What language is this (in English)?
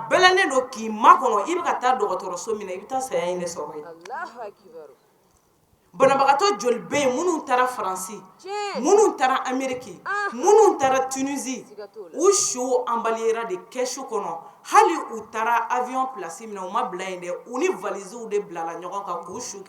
Bambara